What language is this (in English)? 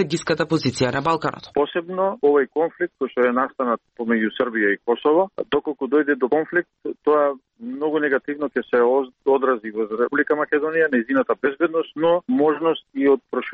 Macedonian